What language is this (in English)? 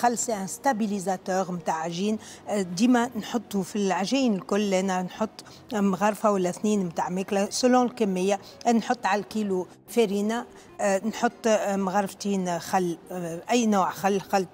Tunisian Arabic